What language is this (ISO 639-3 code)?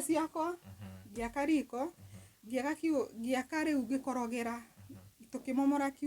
kik